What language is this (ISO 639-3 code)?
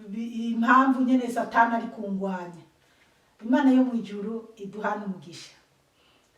run